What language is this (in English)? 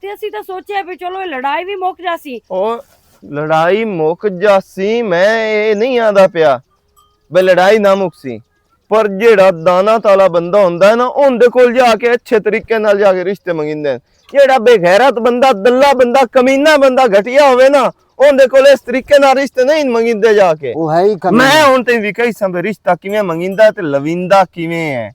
Western Panjabi